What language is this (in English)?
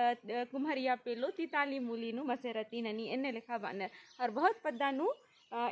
Kurukh